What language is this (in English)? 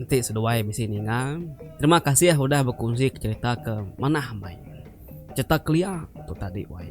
Iban